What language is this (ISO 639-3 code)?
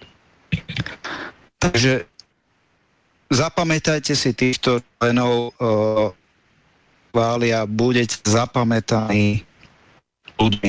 slk